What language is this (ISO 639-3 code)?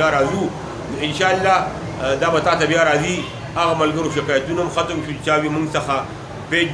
pus